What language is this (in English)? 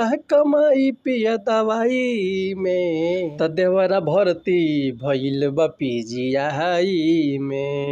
Bhojpuri